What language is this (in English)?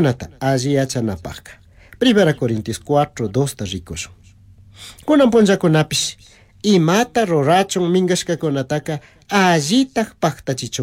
Chimborazo Highland Quichua